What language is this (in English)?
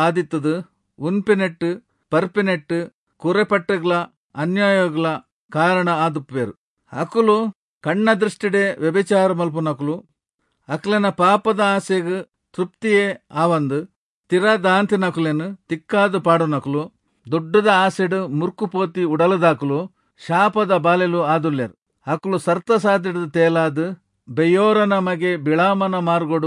Tulu